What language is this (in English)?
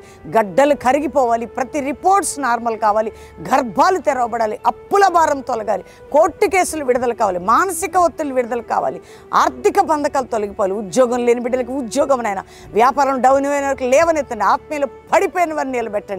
Telugu